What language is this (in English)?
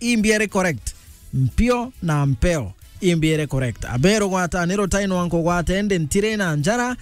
Meru